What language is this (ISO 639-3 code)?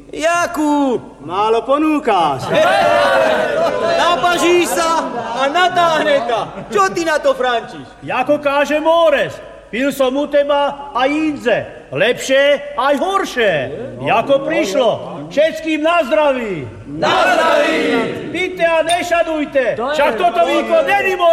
slk